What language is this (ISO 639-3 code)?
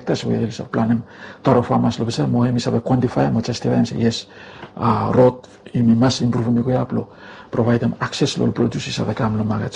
bis